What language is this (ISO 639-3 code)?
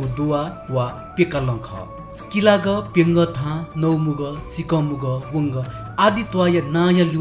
new